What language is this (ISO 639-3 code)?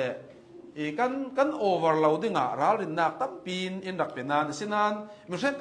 cnh